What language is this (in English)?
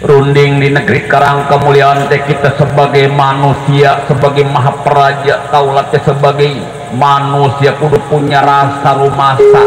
Betawi